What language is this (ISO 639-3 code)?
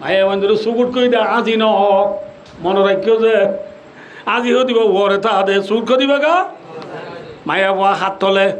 rhg